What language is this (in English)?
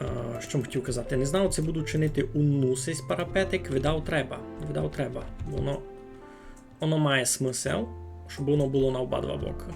Rusyn